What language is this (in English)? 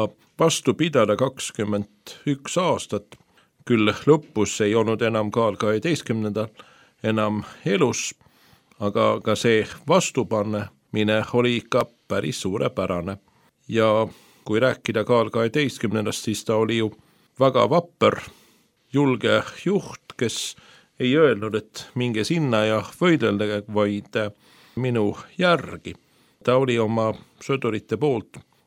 Estonian